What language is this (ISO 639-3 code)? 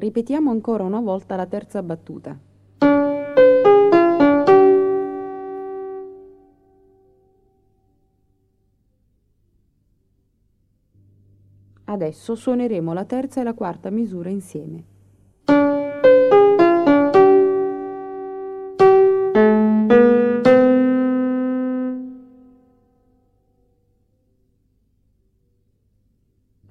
ita